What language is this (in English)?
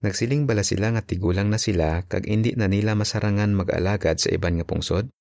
Hiligaynon